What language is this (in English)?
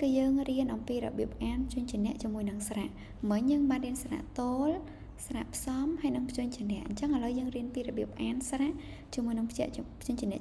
Khmer